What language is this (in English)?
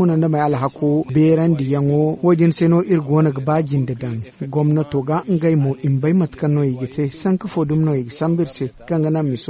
Zarma